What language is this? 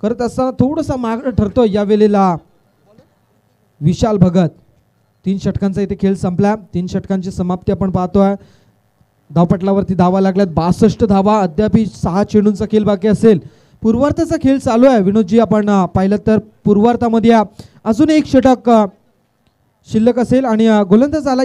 Marathi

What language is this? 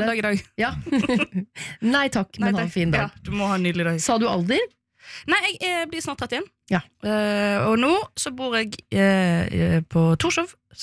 Norwegian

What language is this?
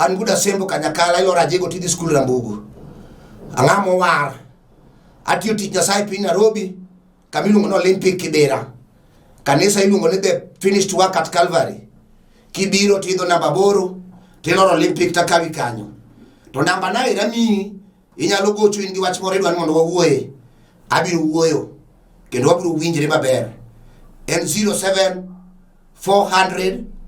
Luo (Kenya and Tanzania)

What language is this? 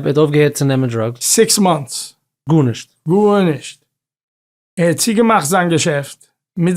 Yiddish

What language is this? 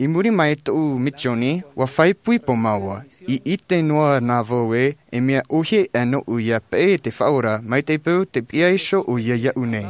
Tahitian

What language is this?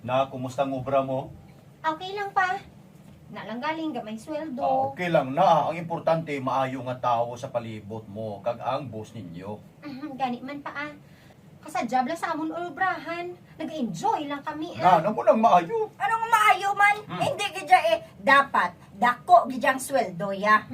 Hiligaynon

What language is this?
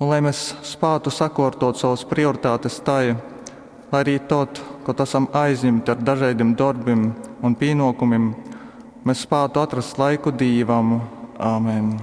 Latgalian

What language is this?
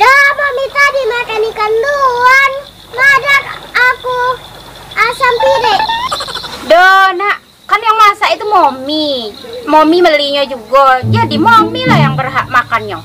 Musi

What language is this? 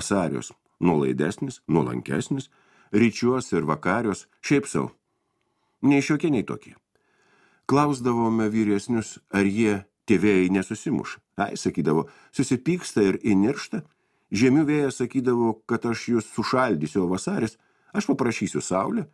Lithuanian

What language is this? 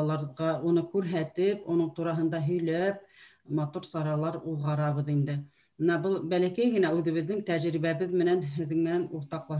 Bashkir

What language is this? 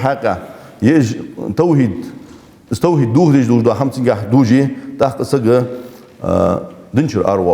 Ingush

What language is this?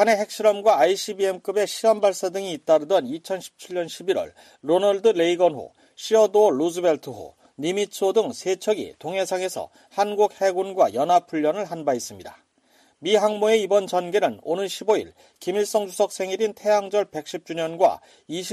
Korean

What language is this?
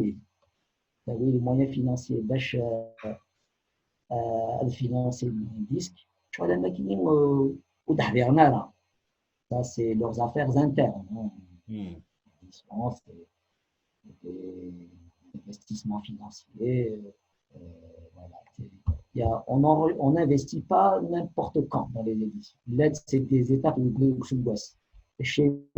Kabyle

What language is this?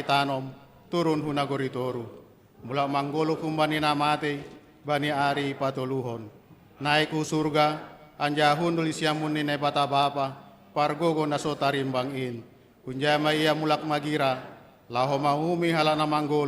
Batak Simalungun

